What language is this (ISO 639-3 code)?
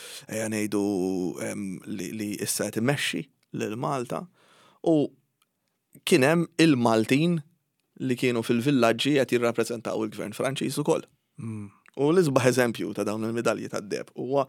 mlt